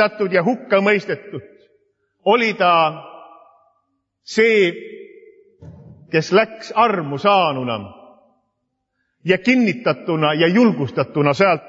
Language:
Estonian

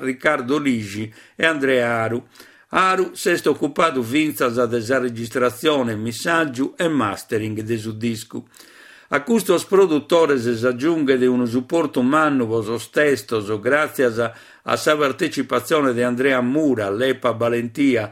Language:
Sardinian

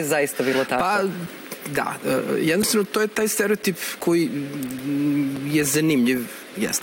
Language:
Serbian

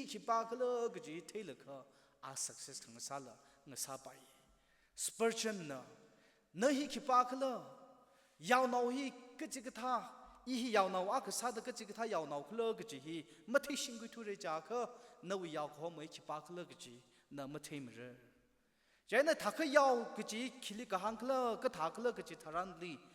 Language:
Tangkhul Naga (India)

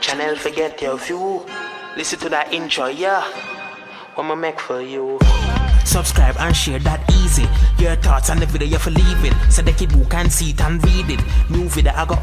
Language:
Jamaican Creole English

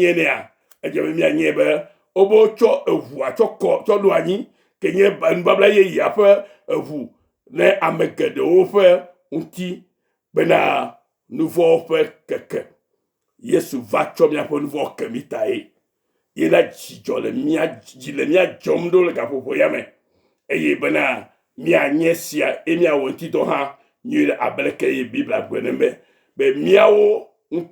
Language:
Ewe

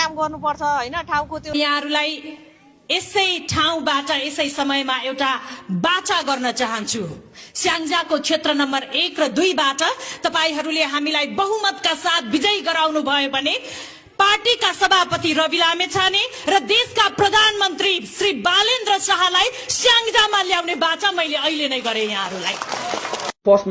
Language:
Nepali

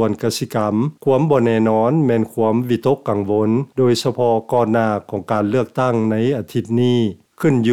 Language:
Lao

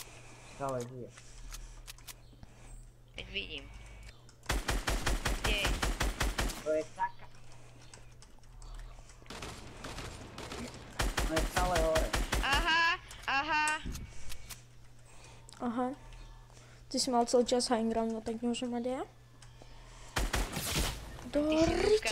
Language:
Slovak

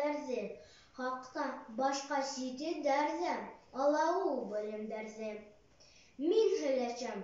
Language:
Bashkir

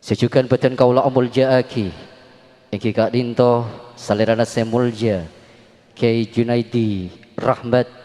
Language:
Madurese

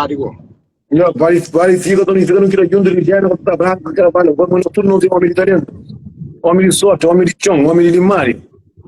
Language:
Kabuverdianu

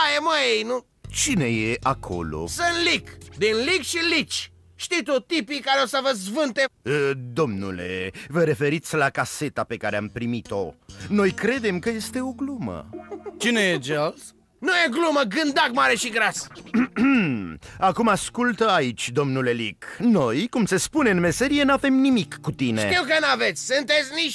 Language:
Romanian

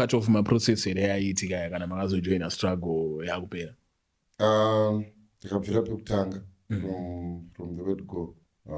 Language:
Shona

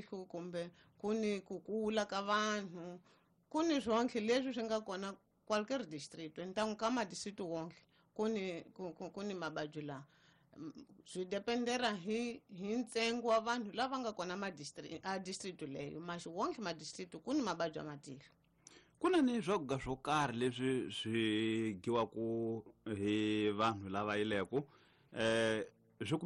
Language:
Tsonga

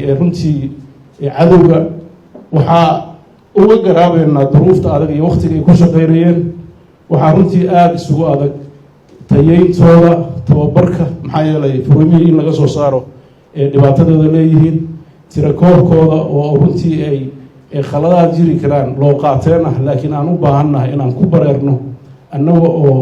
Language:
Somali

